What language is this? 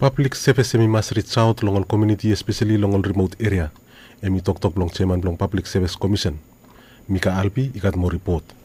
Bislama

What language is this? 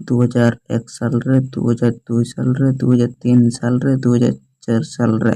Santali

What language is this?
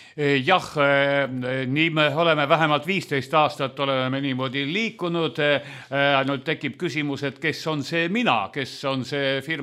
Estonian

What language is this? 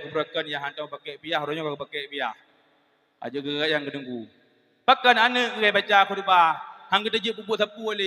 Achinese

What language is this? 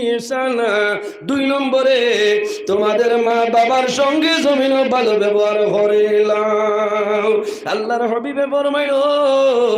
Sylheti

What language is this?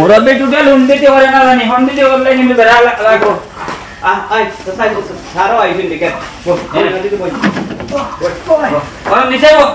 Sylheti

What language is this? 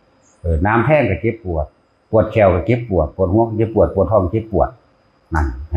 Northeastern Thai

